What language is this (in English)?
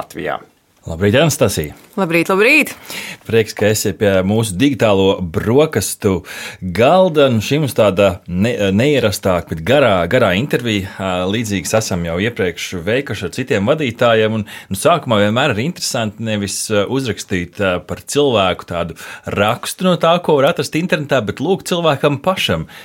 Latvian